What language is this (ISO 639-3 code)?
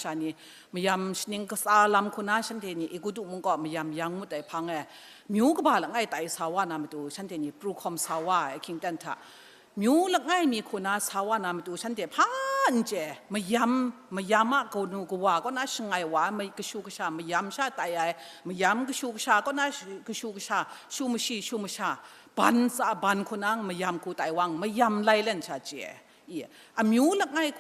kac